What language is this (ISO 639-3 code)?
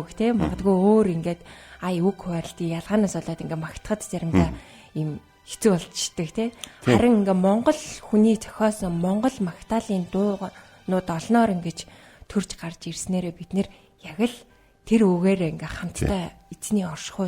mon